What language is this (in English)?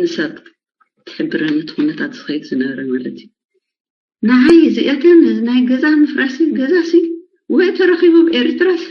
Tigrinya